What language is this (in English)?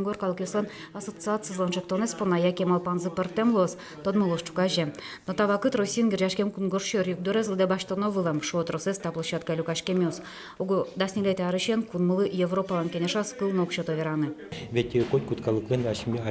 Udmurt